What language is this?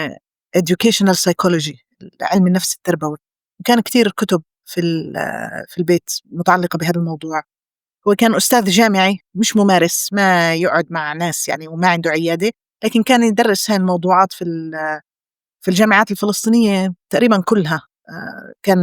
North Levantine Arabic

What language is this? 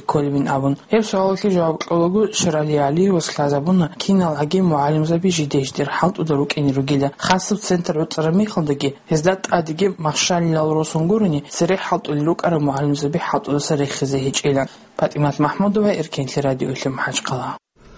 Avaric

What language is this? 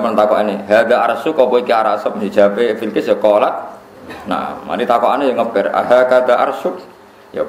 Javanese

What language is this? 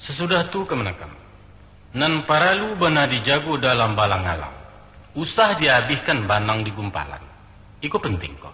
Minangkabau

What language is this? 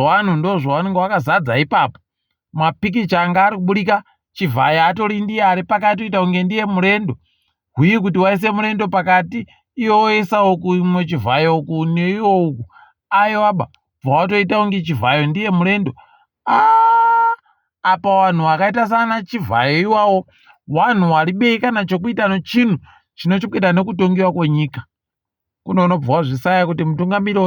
Ndau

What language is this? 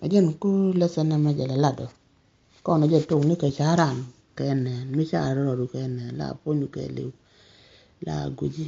Nuer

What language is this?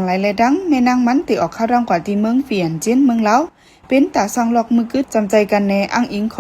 Shan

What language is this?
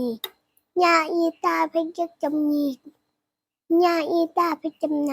Shan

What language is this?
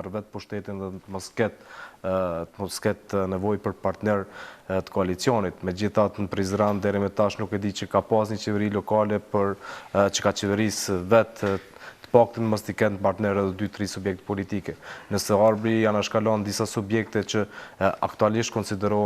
Albanian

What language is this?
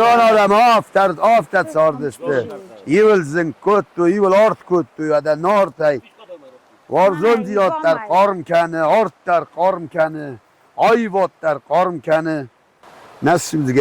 Ossetic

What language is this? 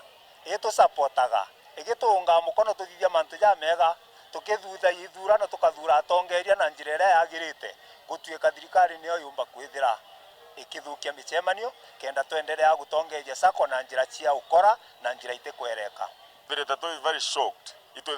Meru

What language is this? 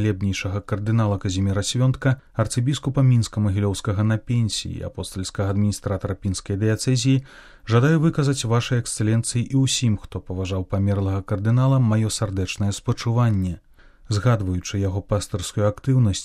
Belarusian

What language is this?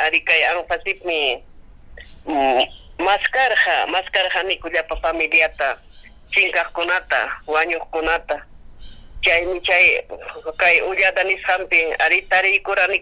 Ayacucho Quechua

